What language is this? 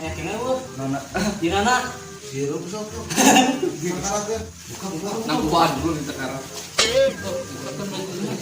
Sundanese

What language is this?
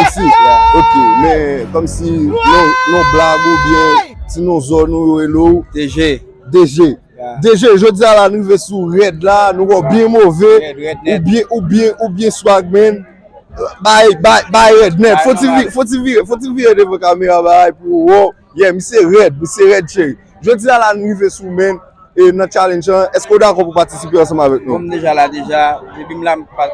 Haitian Creole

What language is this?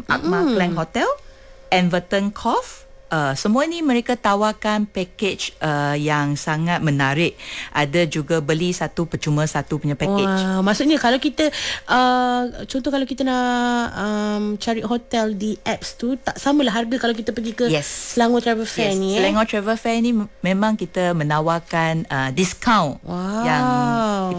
Malay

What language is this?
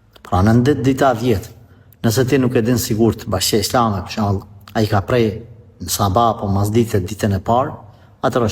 Albanian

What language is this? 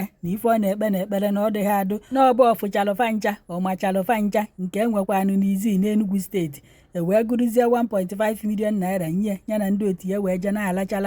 Igbo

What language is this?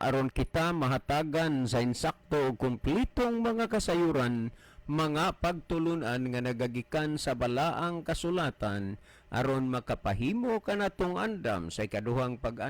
Cebuano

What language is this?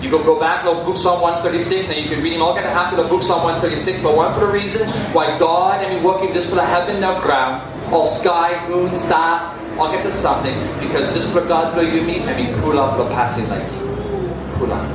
Tok Pisin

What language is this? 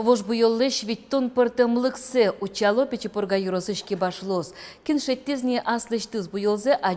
Udmurt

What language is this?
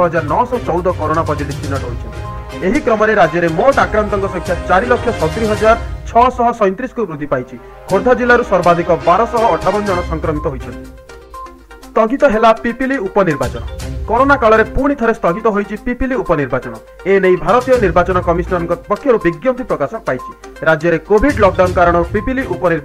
Odia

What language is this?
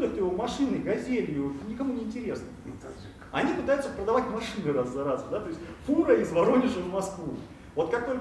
Russian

